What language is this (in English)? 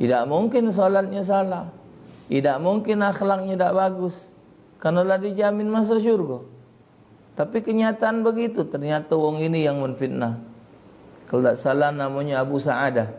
Musi